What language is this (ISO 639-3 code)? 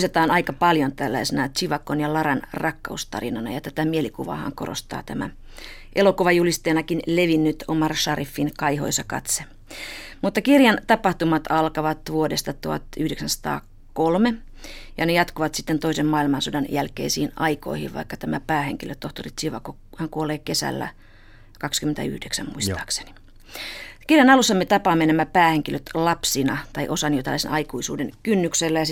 fin